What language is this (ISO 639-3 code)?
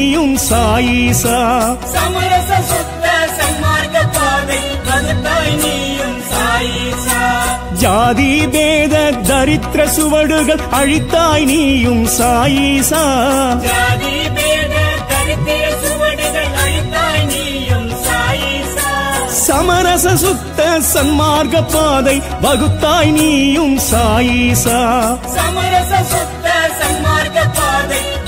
tam